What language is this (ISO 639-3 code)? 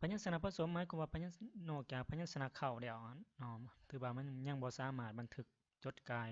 lao